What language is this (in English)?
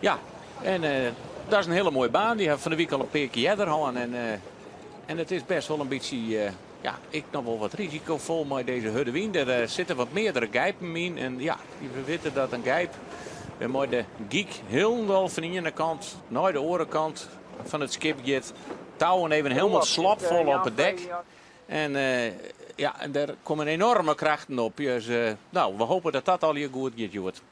Western Frisian